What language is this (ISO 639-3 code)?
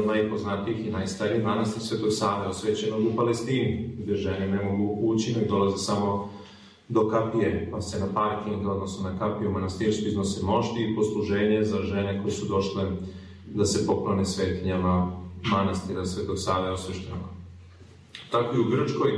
srp